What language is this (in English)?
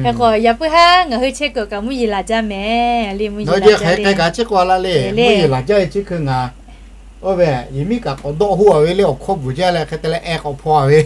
Lahu